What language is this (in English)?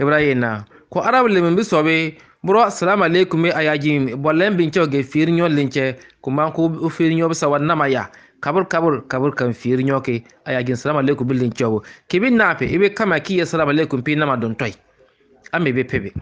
Bissa